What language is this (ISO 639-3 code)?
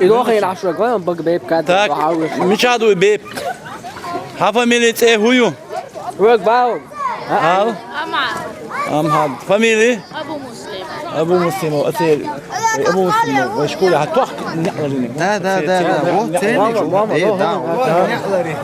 che